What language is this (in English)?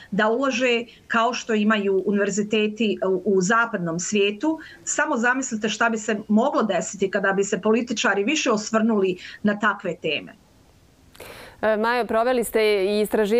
Bosnian